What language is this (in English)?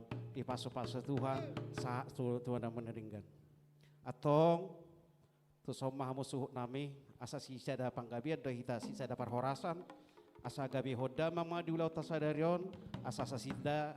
Batak Toba